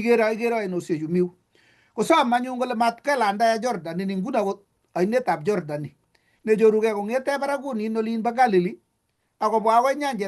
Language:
Kalenjin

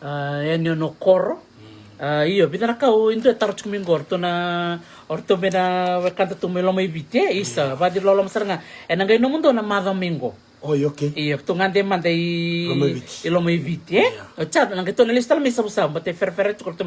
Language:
Fijian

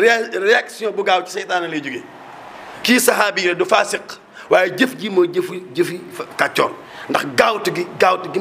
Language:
Wolof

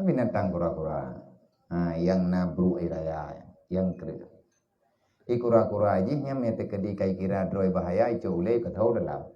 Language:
Achinese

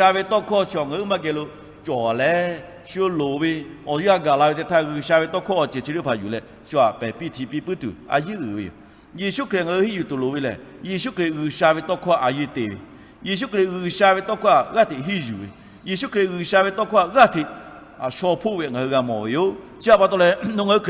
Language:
Lahu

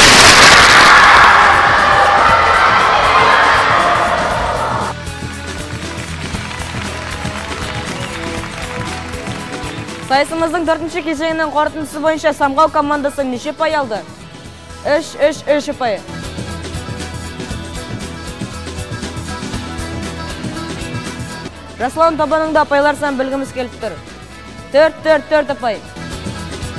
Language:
Kazakh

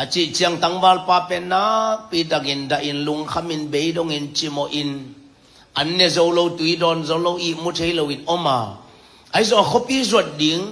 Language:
Tedim Chin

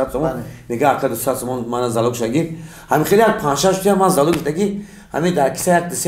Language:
Tajik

